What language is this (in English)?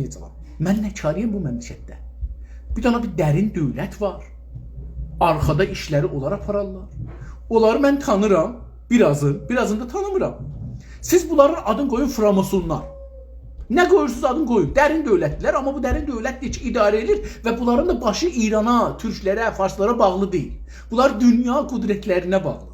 South Azerbaijani